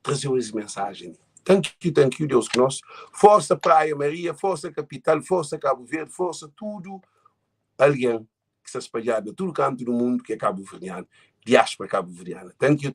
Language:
Kabuverdianu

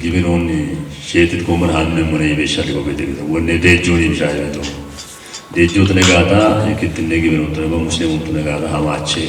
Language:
Kafa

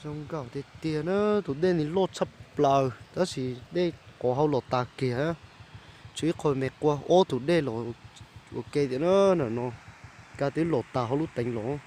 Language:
Hmong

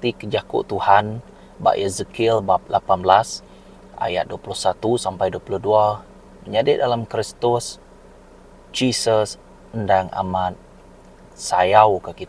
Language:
Iban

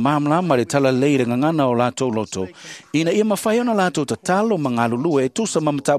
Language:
Samoan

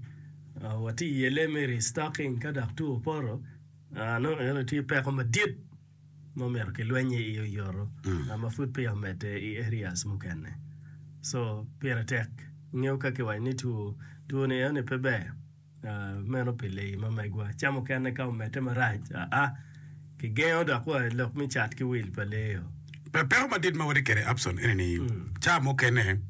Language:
Acoli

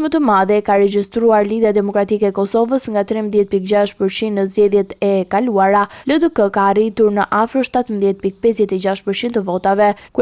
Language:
Albanian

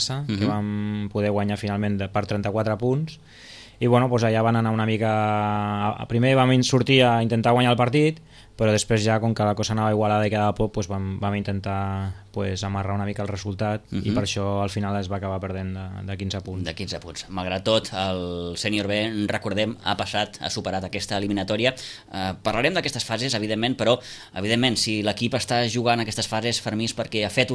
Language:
Catalan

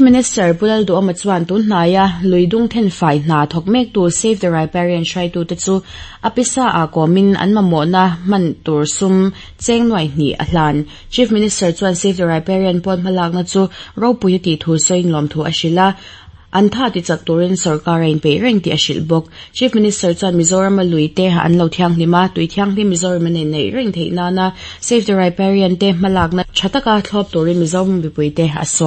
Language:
Mizo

